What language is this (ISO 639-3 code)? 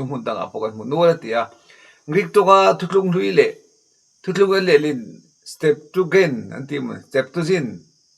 lus